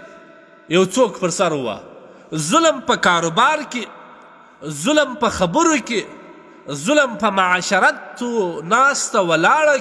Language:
Pashto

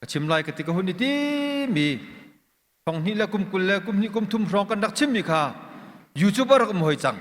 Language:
Hakha Chin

